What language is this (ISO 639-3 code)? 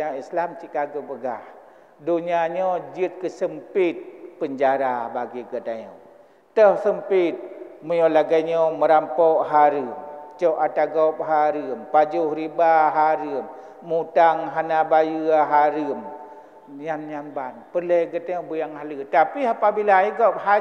ace